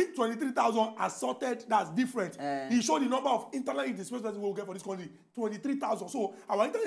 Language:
Nigerian Pidgin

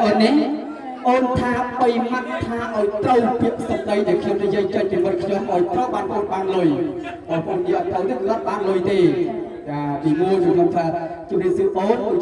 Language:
Khmer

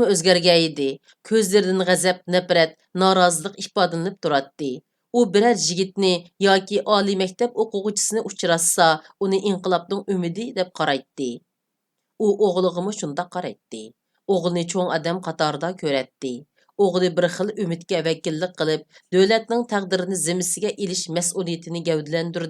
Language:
Uyghur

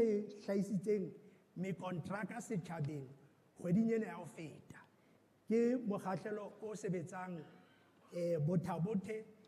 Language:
Southern Sotho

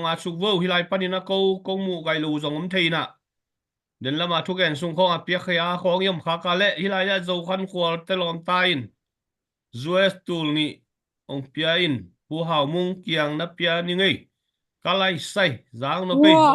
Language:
Tedim Chin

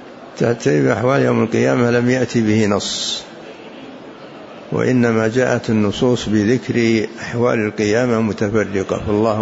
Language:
Arabic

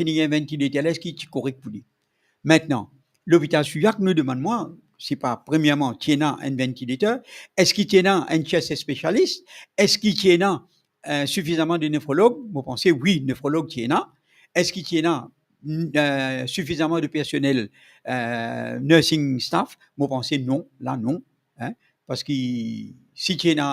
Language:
Morisyen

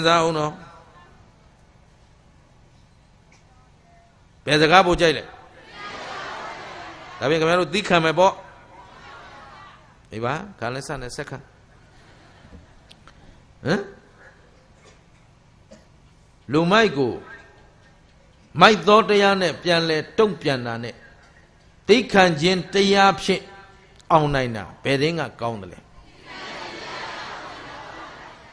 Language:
Burmese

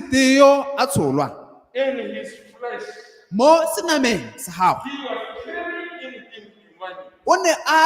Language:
Tswana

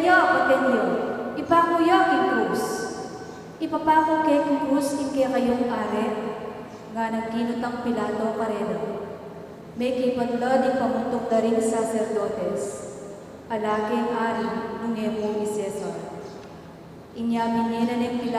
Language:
Pampanga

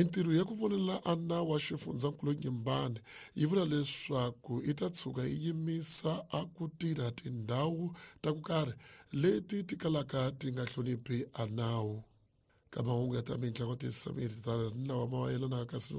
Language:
Tsonga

